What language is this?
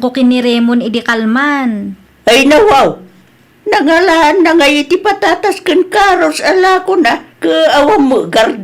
Iloko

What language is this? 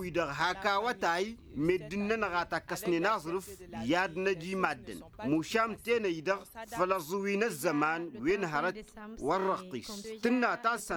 Tamasheq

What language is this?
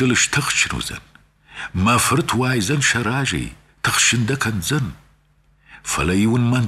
Ossetic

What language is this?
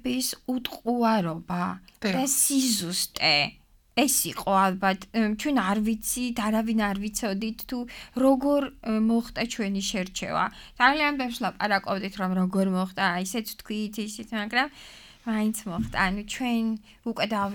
Georgian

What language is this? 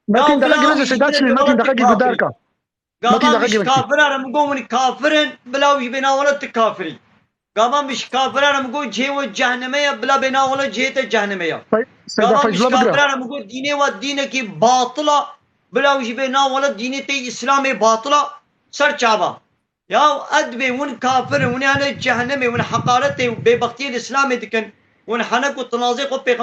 Kurdish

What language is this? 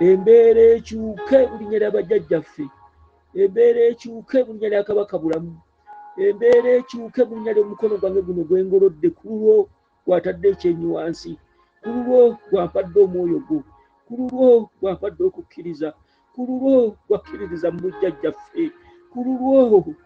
Ganda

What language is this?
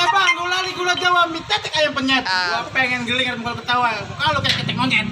Betawi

